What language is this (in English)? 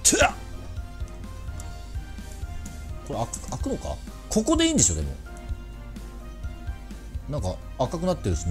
Japanese